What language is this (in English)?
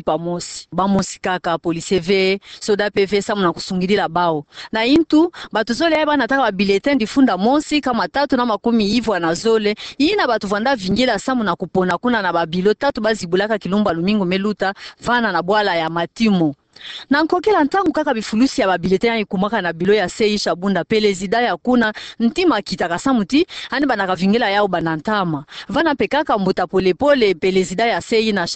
Kituba (Democratic Republic of Congo)